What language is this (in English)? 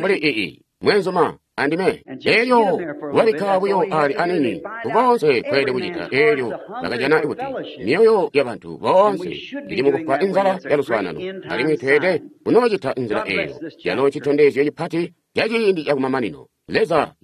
Tonga (Zambia)